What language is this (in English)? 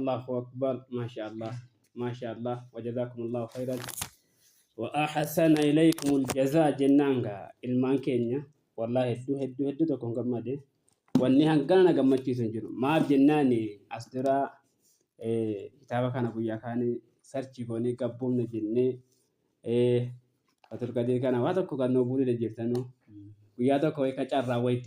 Oromo